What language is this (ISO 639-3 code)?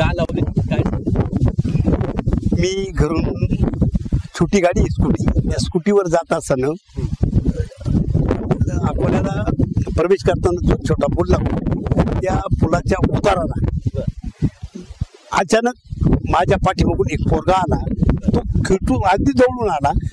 mar